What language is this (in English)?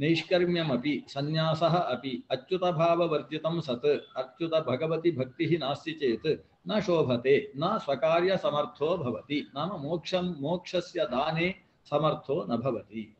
Sanskrit